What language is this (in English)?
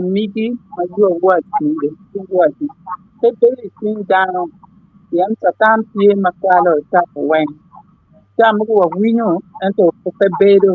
Acoli